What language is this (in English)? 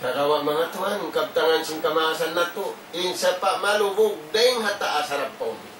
Tausug